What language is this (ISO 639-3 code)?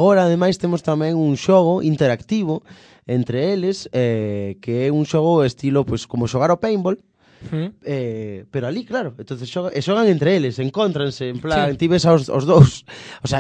glg